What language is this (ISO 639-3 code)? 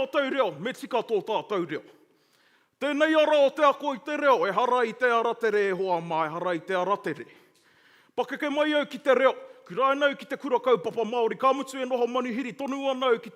mri